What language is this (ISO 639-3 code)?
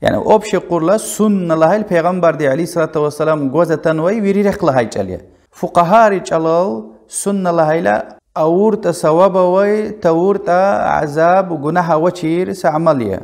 lez